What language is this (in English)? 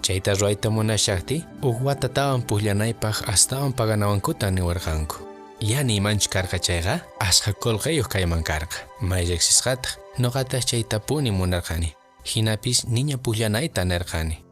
Quechua